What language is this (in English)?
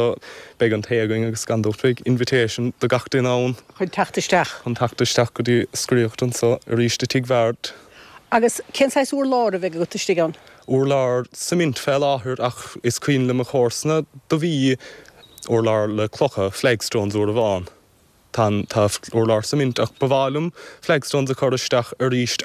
Irish